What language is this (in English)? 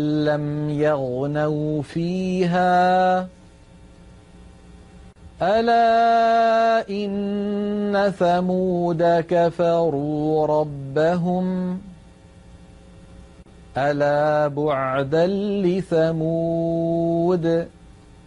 Arabic